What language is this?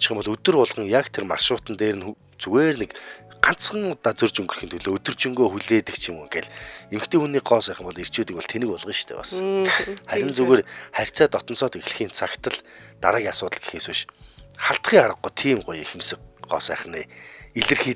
Mongolian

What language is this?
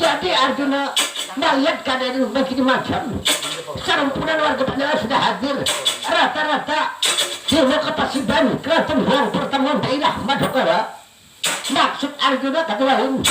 Banjar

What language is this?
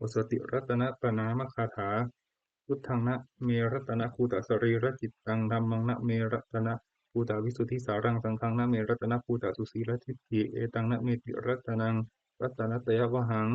Pali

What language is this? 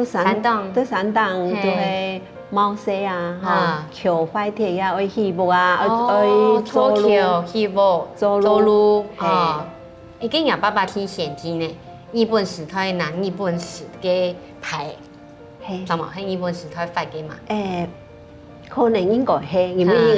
Hakka Chinese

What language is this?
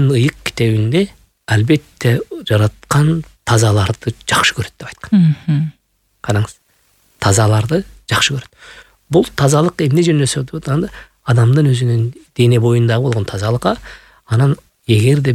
Kyrgyz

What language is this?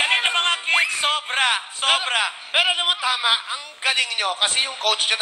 Filipino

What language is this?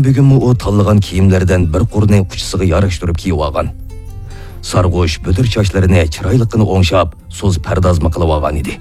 Uyghur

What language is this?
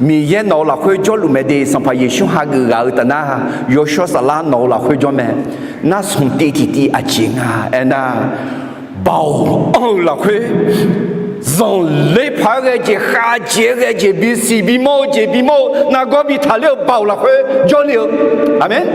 Akha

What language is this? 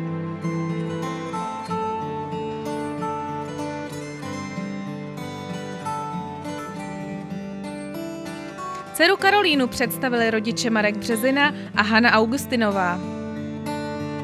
Czech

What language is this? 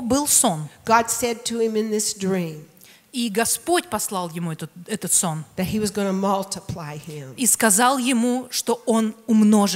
Russian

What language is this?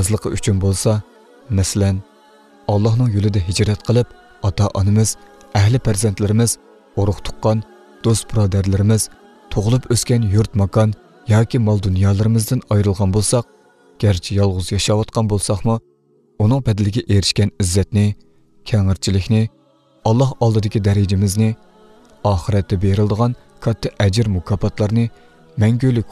Uyghur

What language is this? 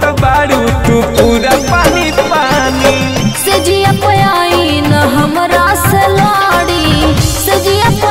Bhojpuri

